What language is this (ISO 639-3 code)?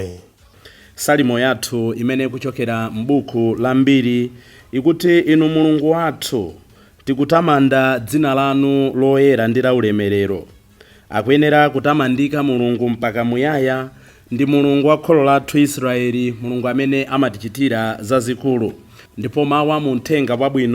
nya